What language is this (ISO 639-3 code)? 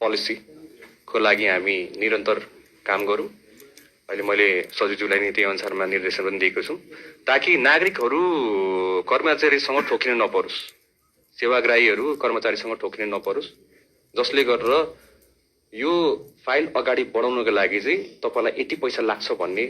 nep